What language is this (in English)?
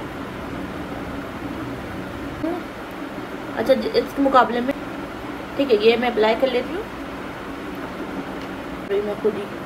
Hindi